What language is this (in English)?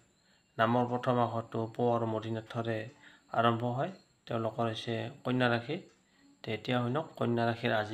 Assamese